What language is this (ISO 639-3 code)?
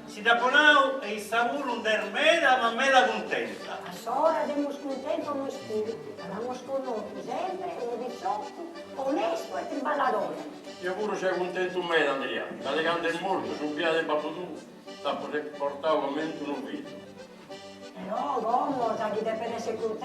srd